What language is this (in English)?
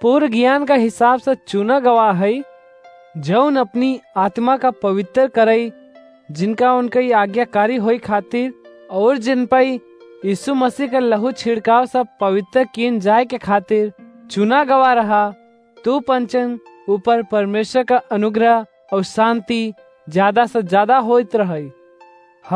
Awadhi